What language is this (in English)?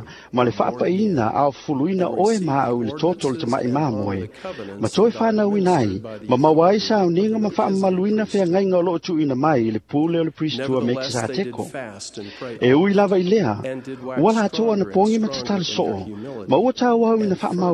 Samoan